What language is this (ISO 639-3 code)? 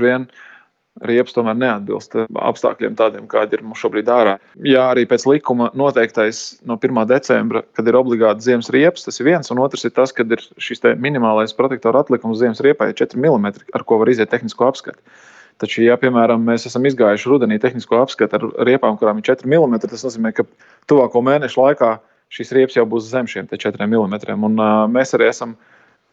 lav